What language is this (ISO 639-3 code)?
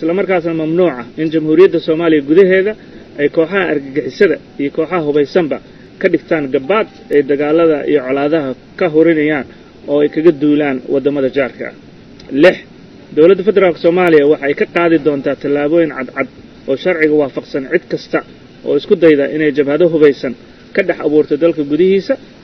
som